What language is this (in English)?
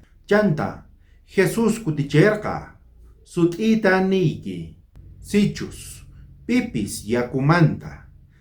South Bolivian Quechua